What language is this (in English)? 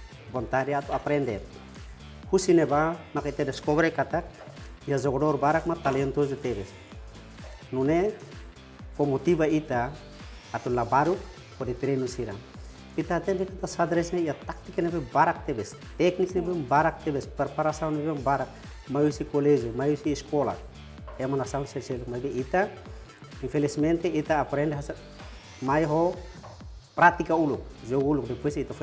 Tetum